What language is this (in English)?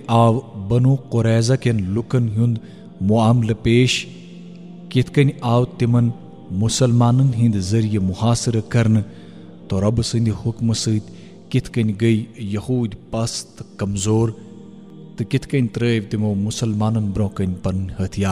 Kashmiri